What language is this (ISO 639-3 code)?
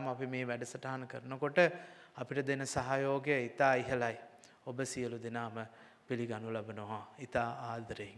sin